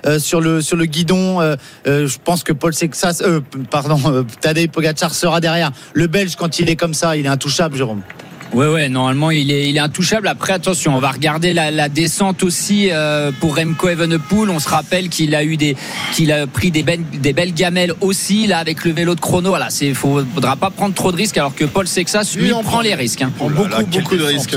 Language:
French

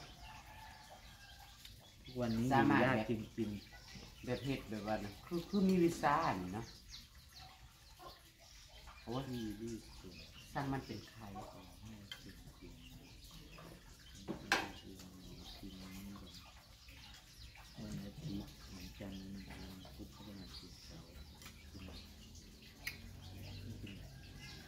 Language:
Thai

